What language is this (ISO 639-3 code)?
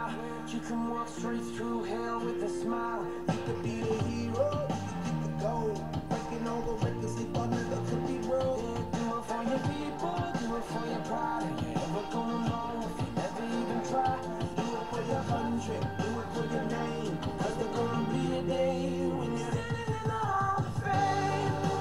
eng